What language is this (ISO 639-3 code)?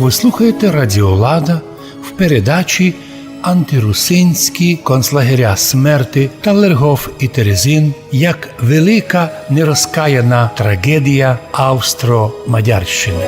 rue